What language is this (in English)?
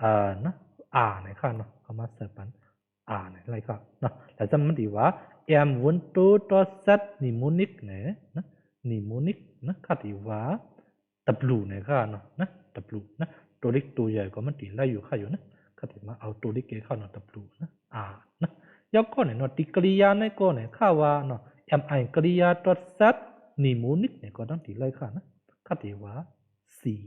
Shan